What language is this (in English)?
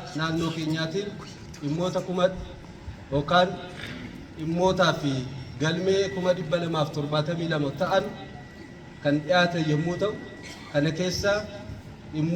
Oromo